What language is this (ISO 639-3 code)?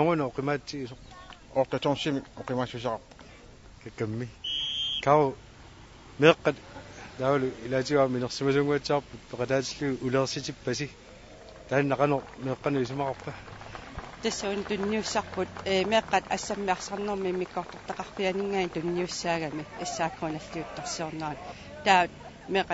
kal